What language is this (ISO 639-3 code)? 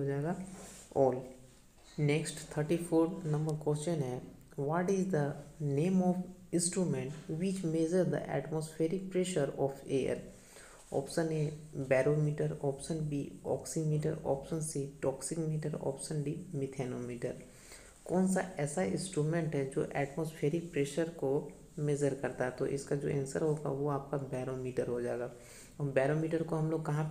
hin